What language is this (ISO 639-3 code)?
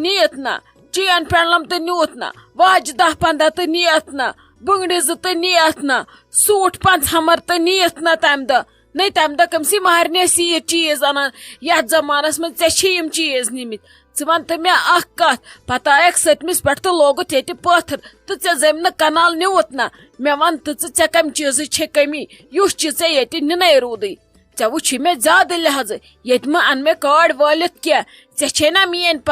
kas